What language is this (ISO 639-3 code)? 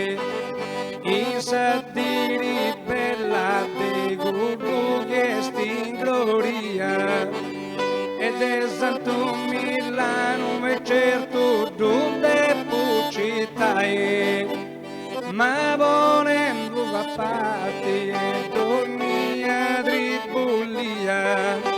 srd